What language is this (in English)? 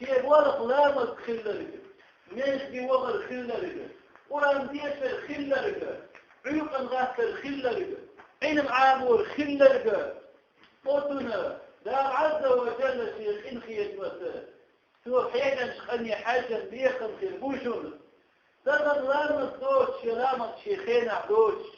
Chechen